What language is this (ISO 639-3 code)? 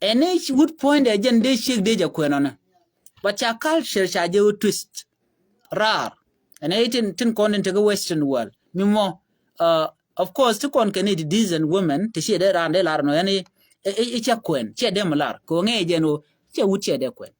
nus